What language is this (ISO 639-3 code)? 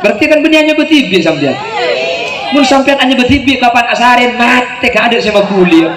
mad